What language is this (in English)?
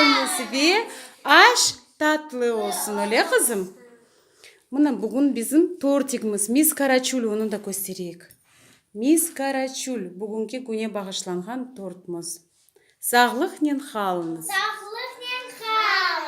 Crimean Tatar